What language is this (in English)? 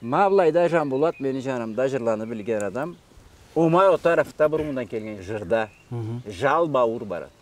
Karachay-Balkar